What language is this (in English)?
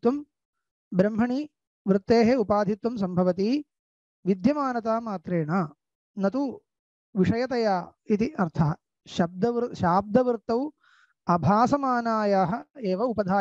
Sanskrit